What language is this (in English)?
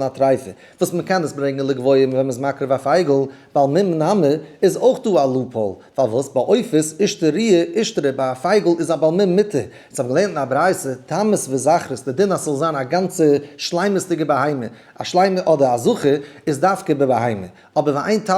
Yiddish